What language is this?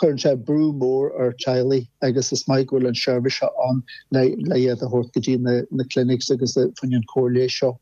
Irish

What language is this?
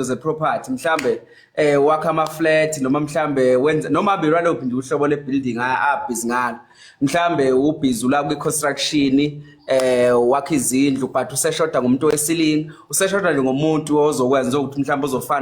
Zulu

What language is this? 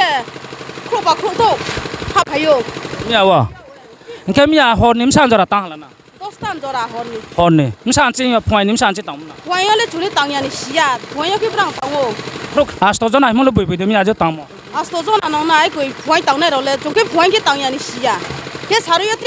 Riang (India)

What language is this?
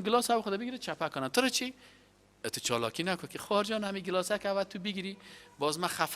Persian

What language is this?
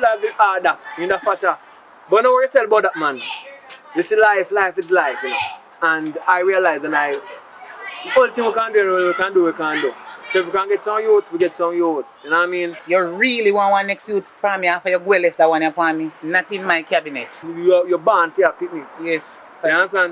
Jamaican Creole English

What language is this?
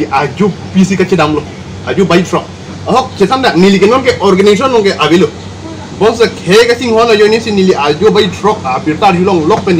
Karbi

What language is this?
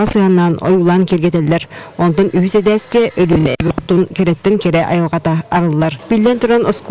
Yakut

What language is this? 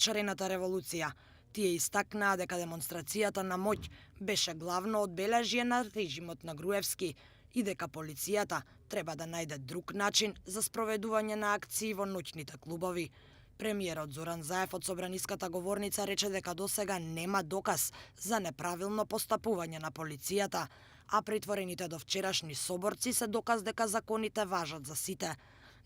Macedonian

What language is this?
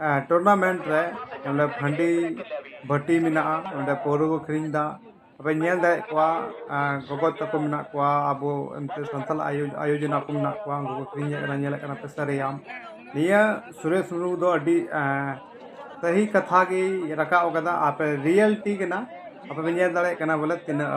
Santali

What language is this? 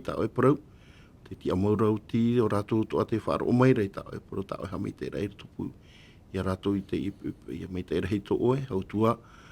Tahitian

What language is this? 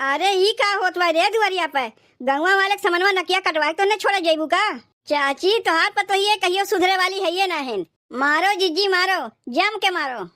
Awadhi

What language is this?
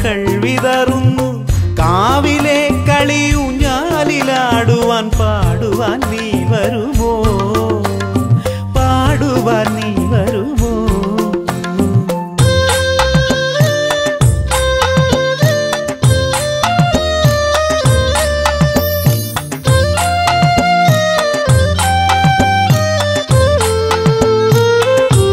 Malayalam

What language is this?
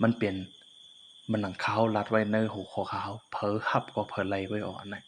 Shan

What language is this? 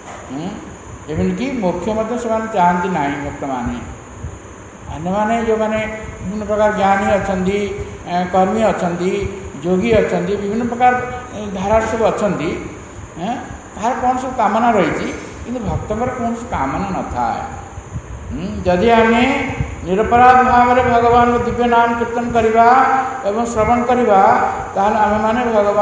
Odia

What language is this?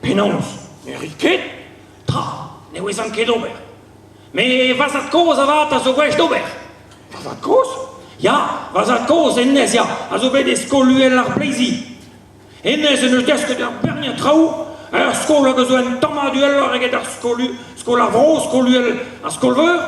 Breton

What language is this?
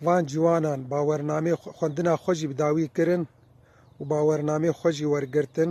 Kurdish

